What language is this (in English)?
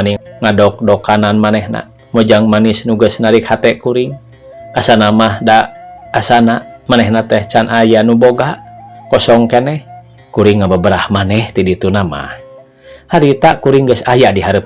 Sundanese